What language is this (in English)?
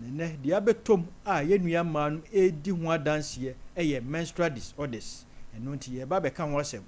Akan